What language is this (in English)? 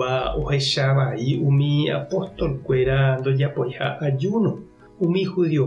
Guarani